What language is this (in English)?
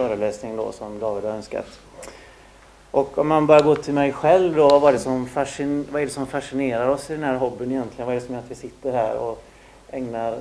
Swedish